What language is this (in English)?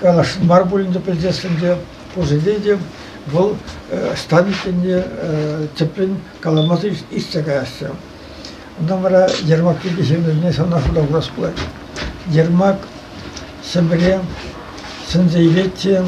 Chuvash